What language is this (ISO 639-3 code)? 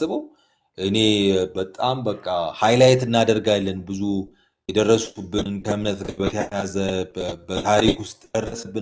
amh